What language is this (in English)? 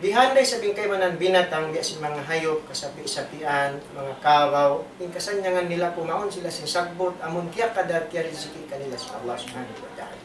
Tausug